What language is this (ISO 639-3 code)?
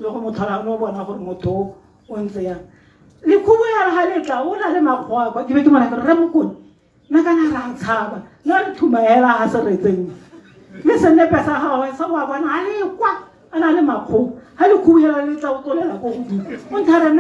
tsn